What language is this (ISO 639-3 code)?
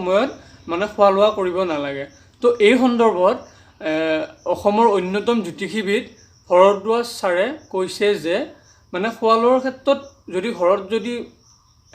asm